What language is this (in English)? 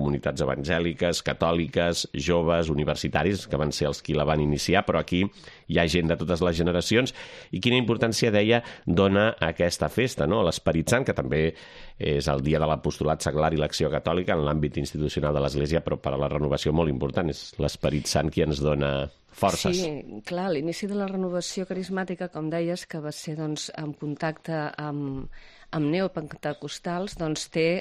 Catalan